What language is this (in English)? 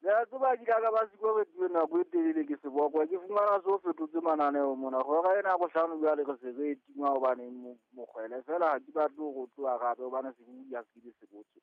Southern Sotho